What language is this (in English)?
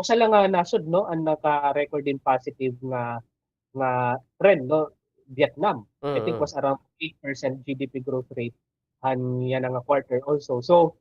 Waray